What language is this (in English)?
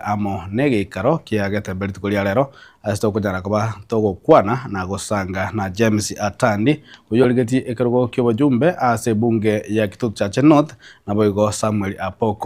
Gusii